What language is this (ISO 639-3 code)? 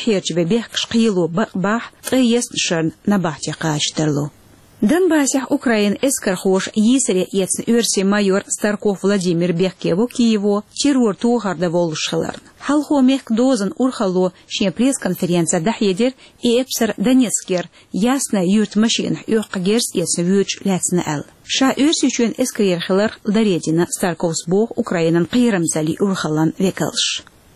che